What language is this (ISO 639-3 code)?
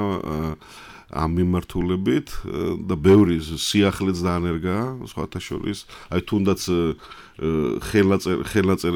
kat